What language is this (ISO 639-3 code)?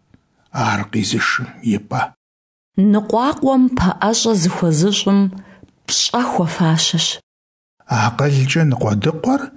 kbd